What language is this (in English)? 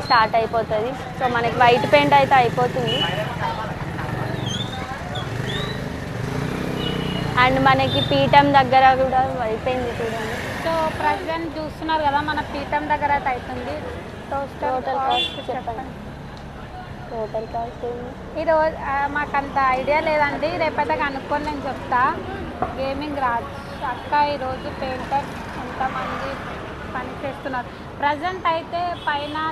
Telugu